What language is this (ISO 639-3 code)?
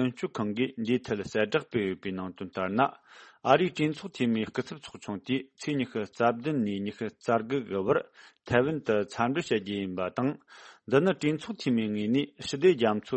bod